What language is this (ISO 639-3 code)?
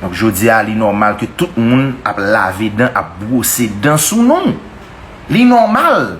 hat